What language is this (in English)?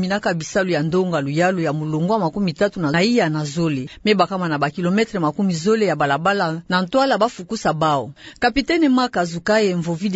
Kituba (Democratic Republic of Congo)